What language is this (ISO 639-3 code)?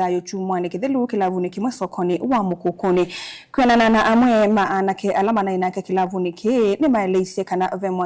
kam